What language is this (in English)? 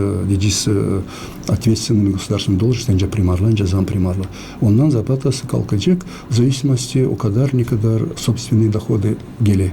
Gagauz